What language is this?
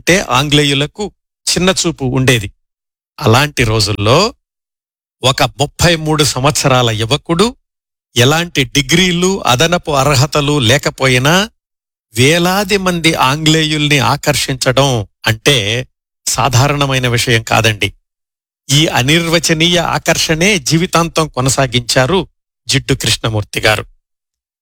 Telugu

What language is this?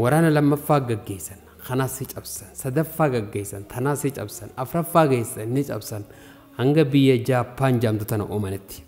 Oromo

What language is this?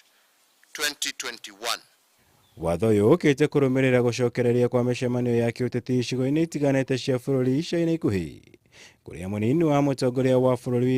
Kikuyu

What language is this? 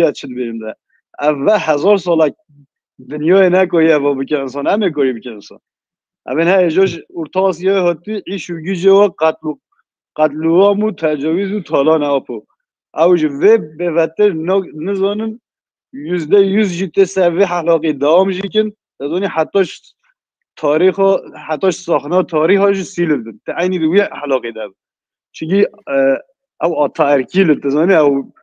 Kurdish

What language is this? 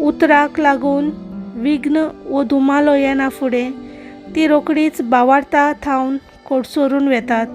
Konkani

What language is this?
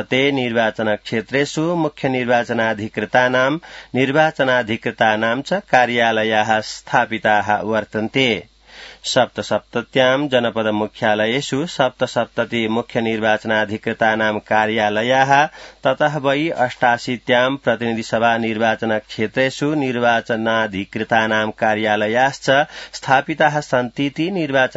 Sanskrit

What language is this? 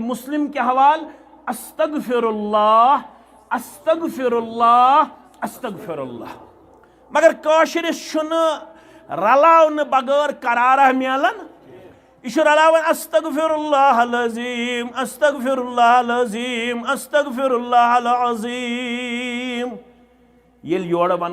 Kashmiri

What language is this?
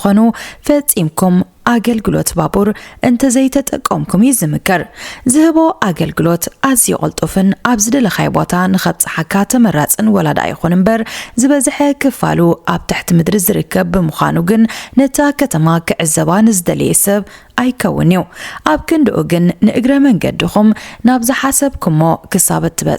Tigrinya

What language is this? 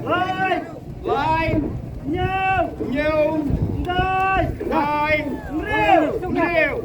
Khasi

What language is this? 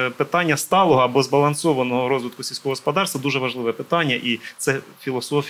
Ukrainian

